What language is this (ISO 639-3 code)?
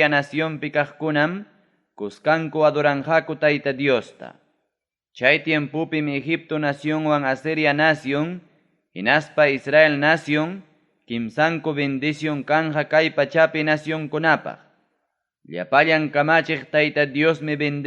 quy